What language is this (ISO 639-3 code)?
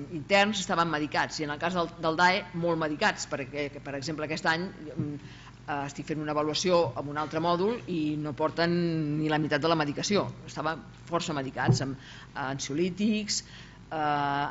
cat